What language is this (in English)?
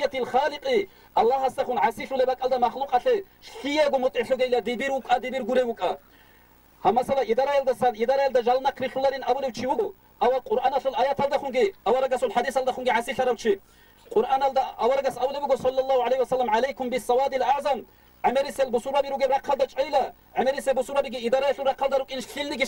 Avaric